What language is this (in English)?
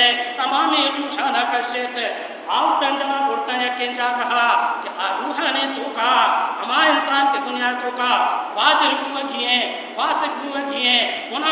Baluchi